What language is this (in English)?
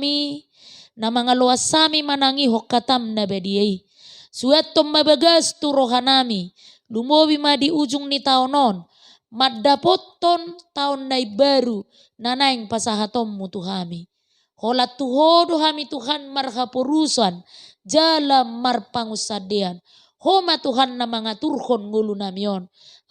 Batak Toba